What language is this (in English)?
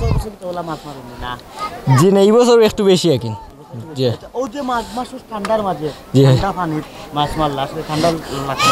Sylheti